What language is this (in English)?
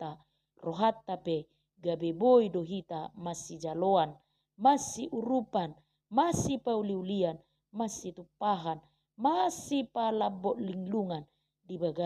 Batak Toba